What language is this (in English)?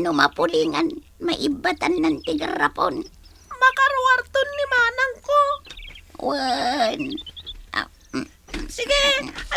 Iloko